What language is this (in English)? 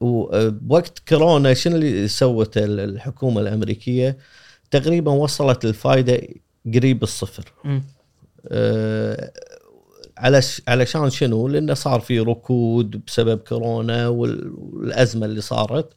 Gulf Arabic